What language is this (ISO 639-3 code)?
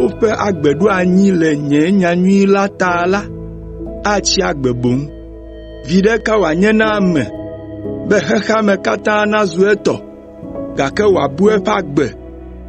ewe